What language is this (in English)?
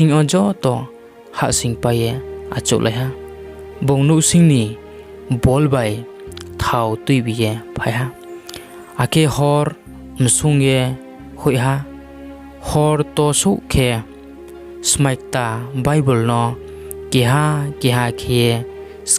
Riang (India)